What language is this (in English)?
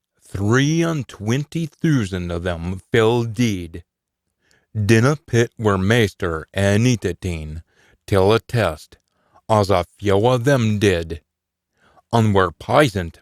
Scots